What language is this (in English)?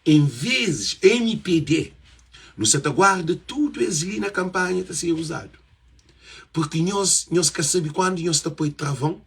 Kabuverdianu